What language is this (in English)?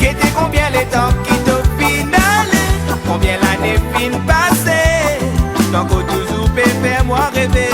Réunion Creole French